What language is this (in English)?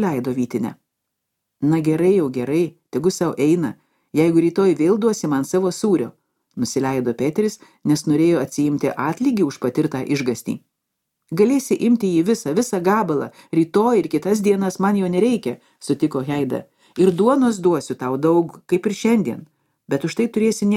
Lithuanian